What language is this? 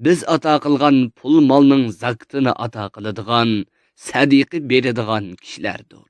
Uyghur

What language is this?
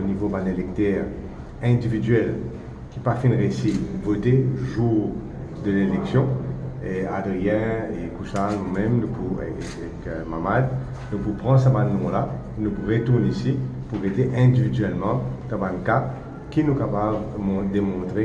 Morisyen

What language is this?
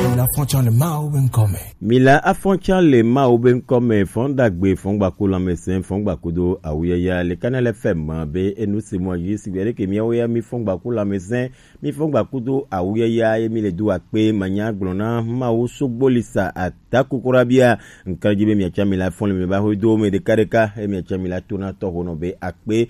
Gen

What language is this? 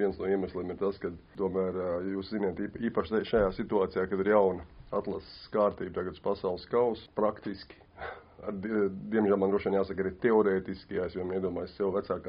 Latvian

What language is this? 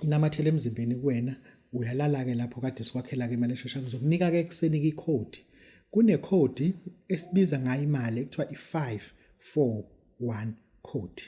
Zulu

